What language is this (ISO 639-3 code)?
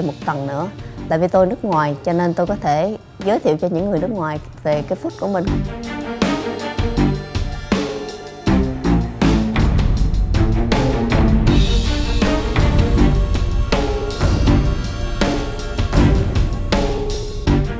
vie